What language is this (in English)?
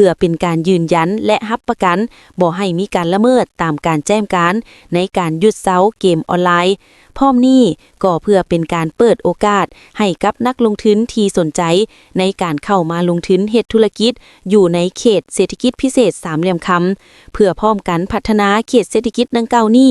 Lao